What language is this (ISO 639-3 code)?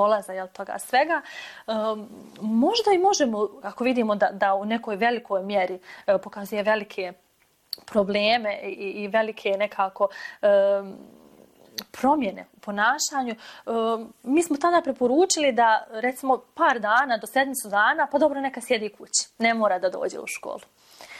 bos